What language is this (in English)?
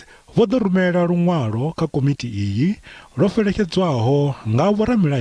Venda